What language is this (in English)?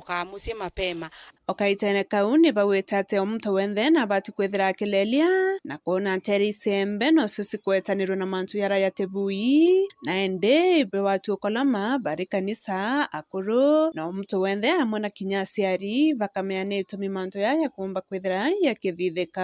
Meru